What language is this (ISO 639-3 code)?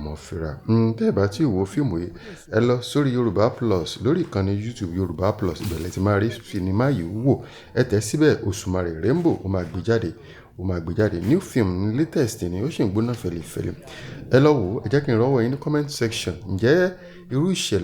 yor